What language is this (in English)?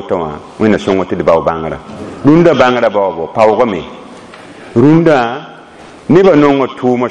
Mossi